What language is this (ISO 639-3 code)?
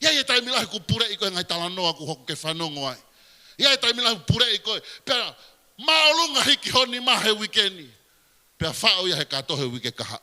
ton